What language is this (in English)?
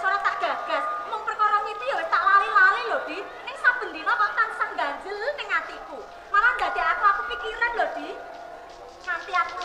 Javanese